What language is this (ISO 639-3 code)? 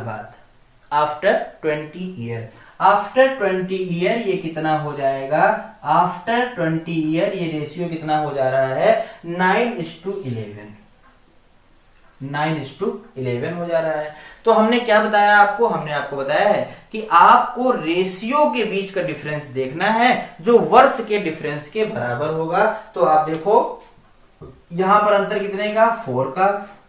hin